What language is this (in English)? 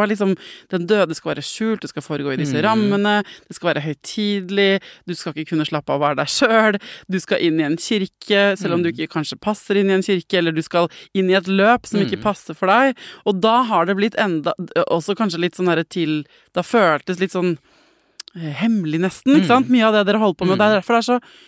Norwegian